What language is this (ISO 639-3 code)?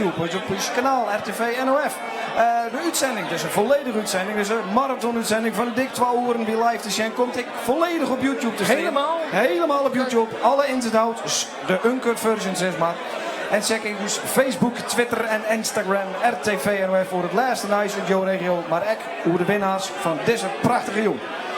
fry